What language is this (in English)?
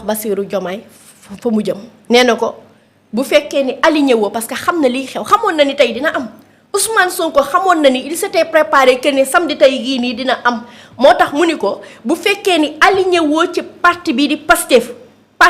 Wolof